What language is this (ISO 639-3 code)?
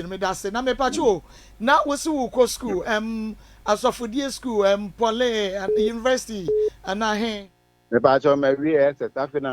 aka